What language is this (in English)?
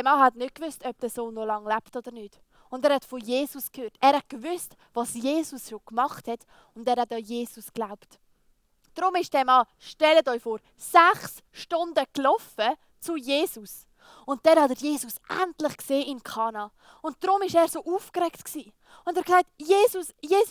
Swiss German